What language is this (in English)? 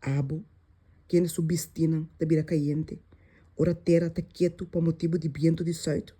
Papiamento